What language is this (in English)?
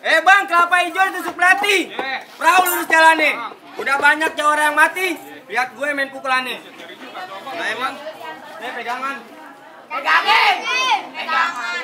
Betawi